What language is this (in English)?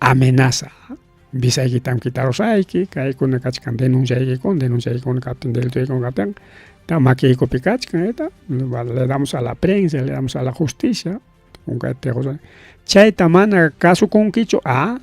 Ayacucho Quechua